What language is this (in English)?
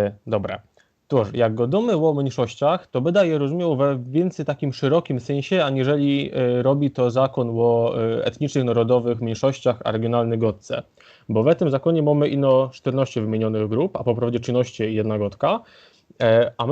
Silesian